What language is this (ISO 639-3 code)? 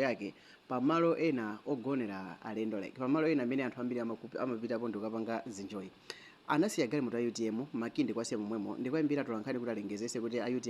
nya